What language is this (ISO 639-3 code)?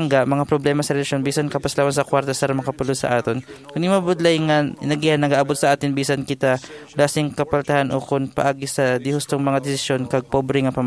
hil